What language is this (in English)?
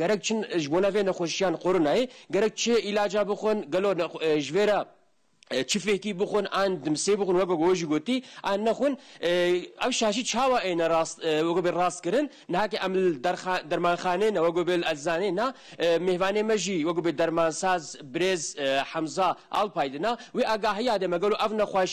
Kurdish